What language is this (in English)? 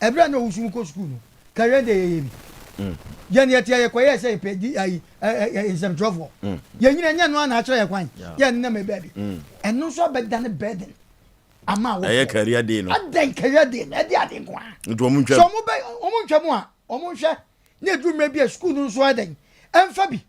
Akan